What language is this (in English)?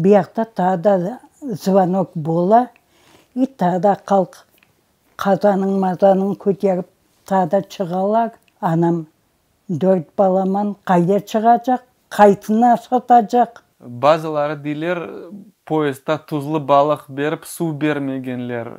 Crimean Tatar